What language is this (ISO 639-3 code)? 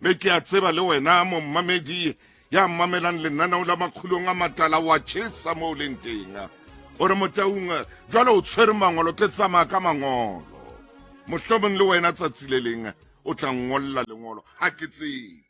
sot